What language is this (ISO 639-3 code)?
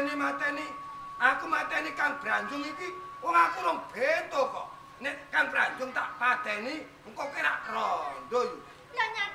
jav